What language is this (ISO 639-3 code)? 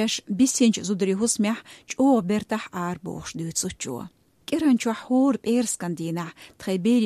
che